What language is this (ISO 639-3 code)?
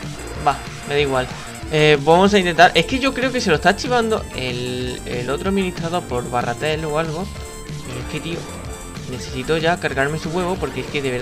spa